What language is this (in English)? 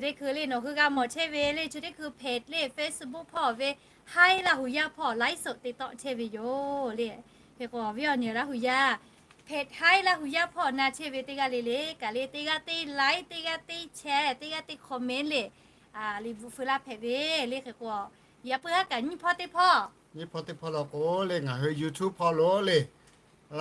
Lahu